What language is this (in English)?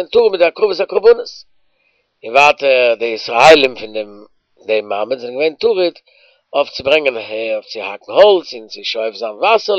Yiddish